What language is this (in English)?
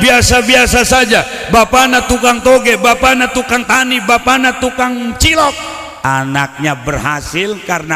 Sundanese